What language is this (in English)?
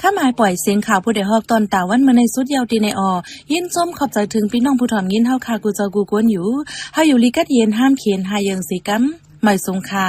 Shan